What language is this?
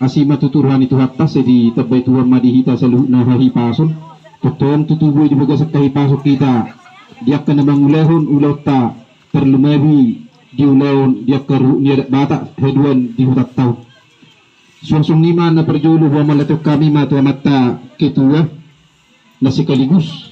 Batak Toba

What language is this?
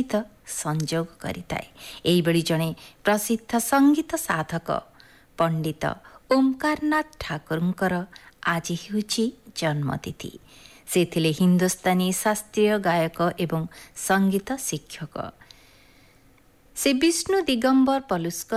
Odia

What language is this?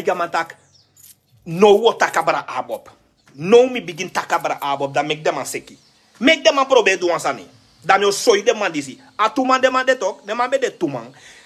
Sranan Tongo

